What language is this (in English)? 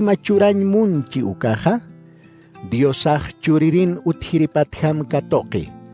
Aymara